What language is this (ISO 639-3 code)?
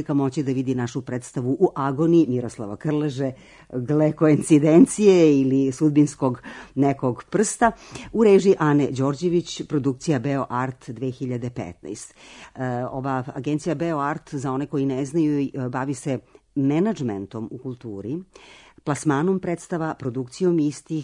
srp